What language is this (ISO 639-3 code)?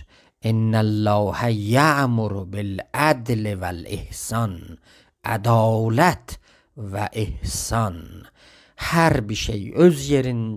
azb